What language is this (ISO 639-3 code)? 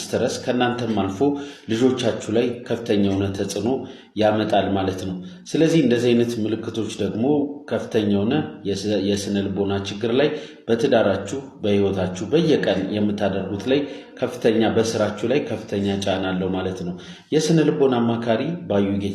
amh